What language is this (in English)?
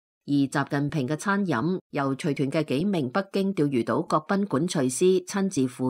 Cantonese